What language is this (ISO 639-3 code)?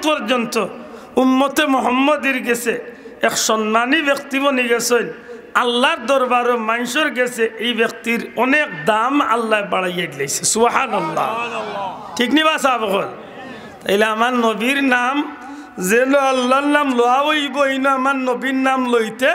syl